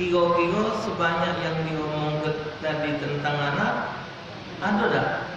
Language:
Musi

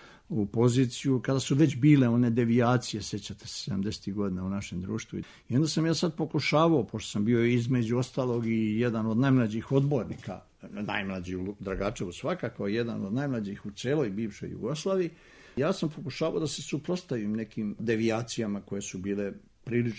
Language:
Serbian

